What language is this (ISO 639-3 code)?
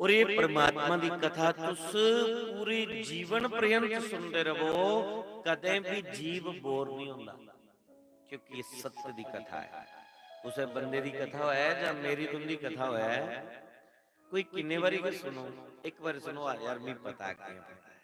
doi